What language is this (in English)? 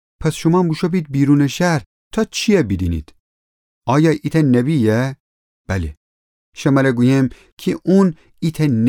Gilaki